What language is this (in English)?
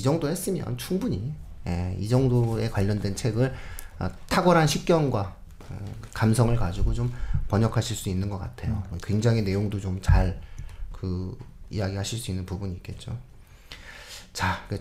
Korean